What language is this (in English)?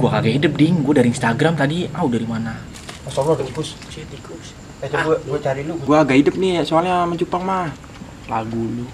Betawi